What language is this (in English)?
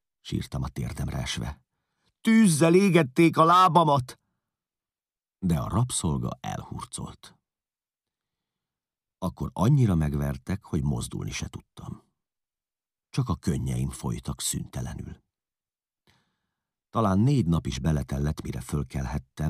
Hungarian